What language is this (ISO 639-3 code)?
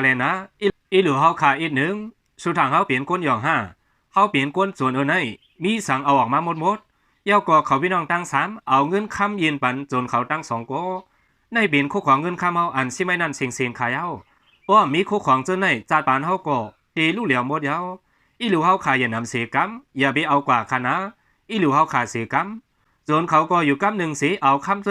shn